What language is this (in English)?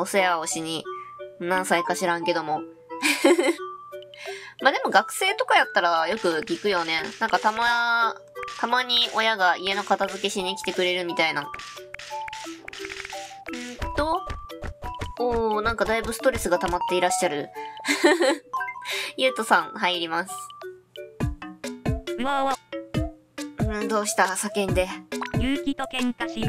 Japanese